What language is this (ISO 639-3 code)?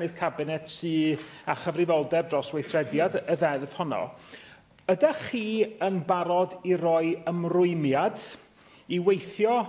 cym